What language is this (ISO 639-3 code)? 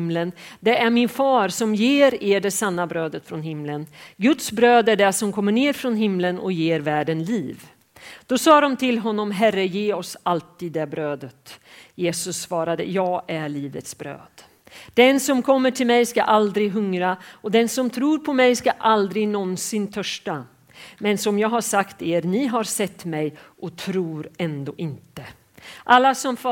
swe